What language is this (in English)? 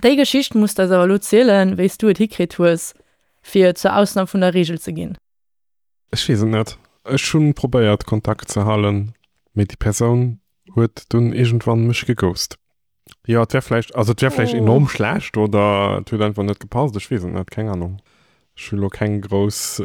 Luxembourgish